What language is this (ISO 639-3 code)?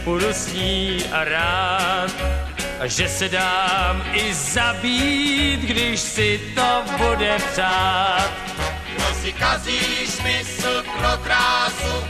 ces